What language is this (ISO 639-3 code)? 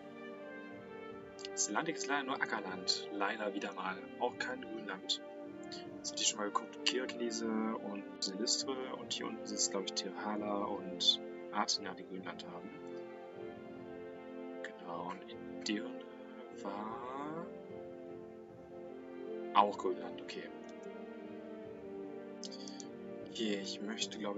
deu